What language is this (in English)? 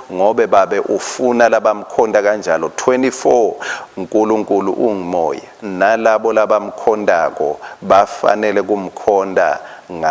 Swati